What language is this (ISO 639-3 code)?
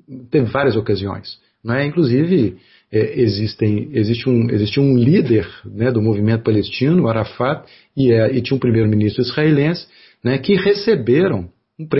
por